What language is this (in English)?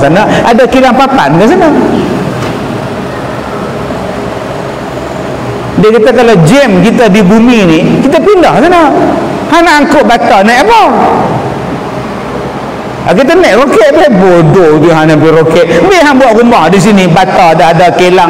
Malay